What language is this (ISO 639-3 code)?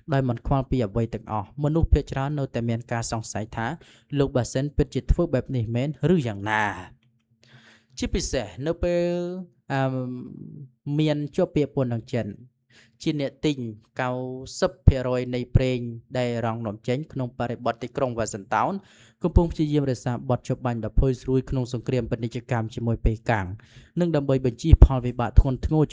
khm